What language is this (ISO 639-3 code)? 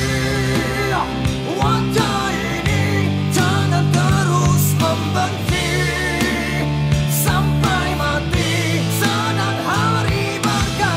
msa